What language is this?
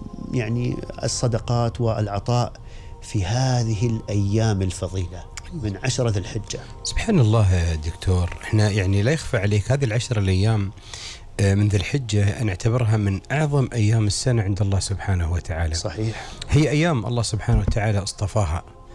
Gulf Arabic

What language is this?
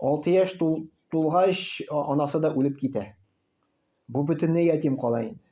Tatar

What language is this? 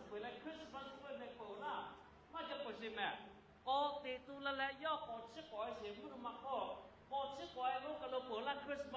Lahu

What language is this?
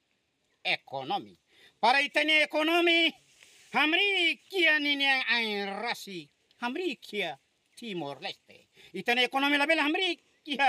Tetum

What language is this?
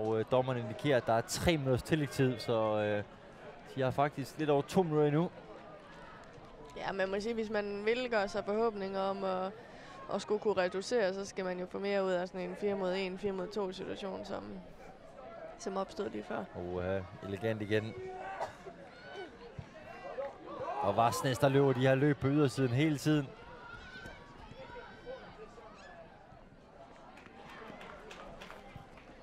Danish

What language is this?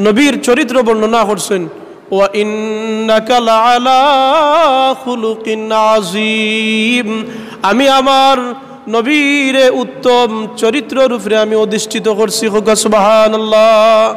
Sylheti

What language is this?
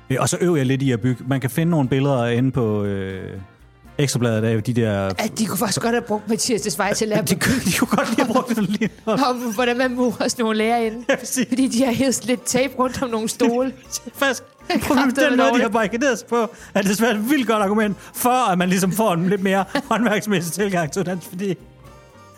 Danish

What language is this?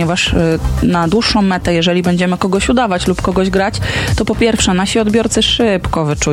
Polish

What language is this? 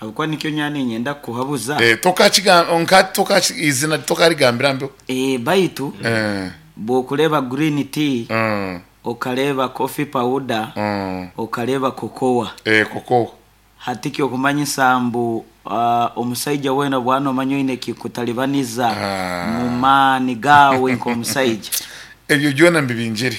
Nyankole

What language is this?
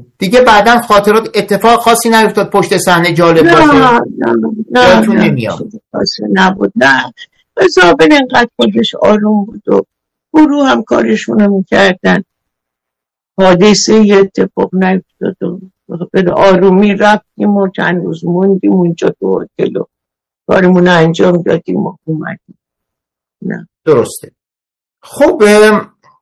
Persian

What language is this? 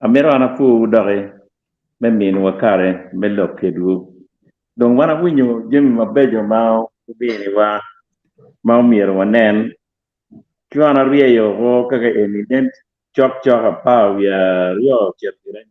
Acoli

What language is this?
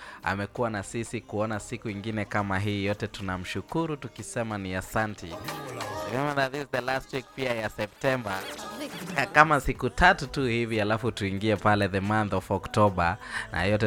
Swahili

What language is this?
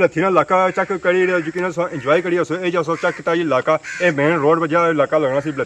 Pahari-Potwari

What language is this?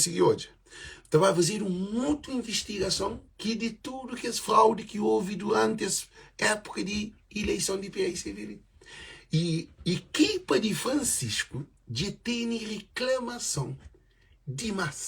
Kabuverdianu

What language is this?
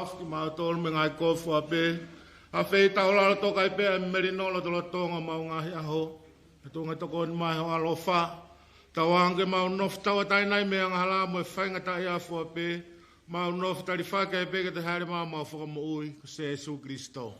Tongan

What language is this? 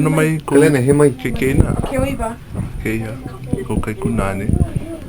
Hawaiian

